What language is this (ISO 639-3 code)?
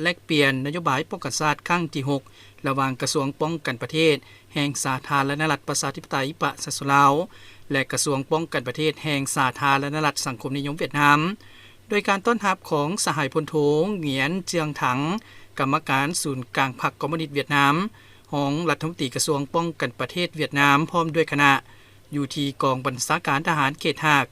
lao